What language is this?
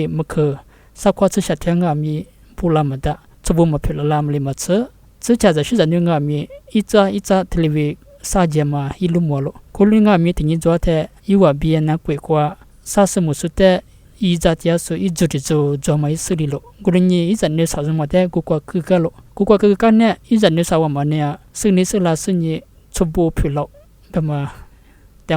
Lisu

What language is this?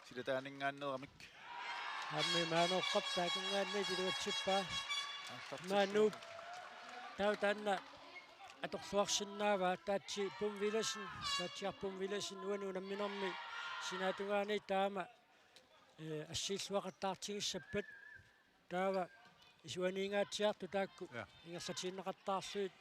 Kalaallisut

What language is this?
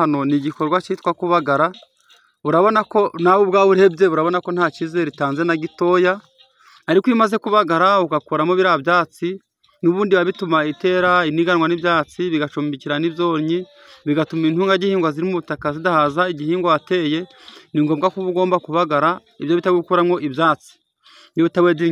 Kinyarwanda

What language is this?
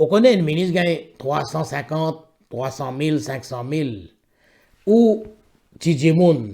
Morisyen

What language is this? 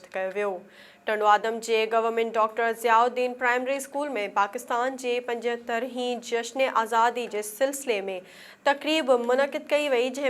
Sindhi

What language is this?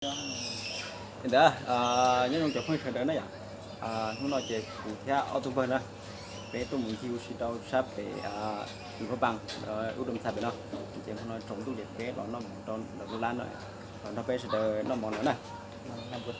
Hmong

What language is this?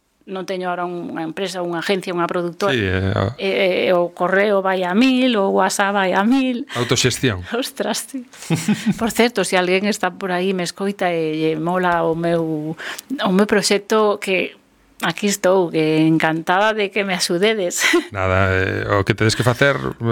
Galician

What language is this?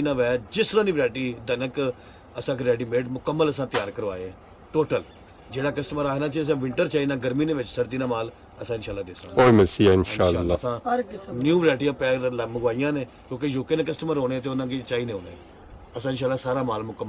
Pahari-Potwari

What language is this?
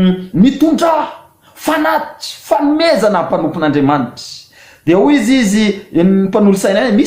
Malagasy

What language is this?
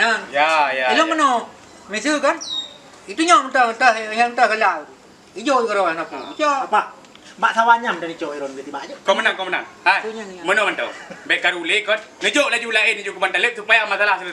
Achinese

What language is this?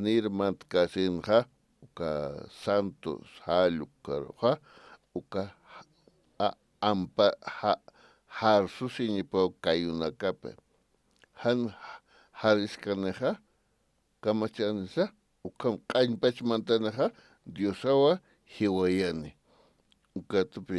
Aymara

